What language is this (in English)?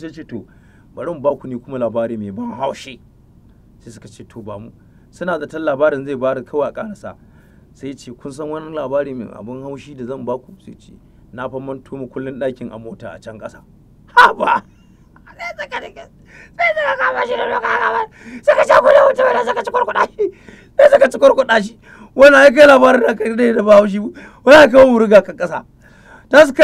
Hausa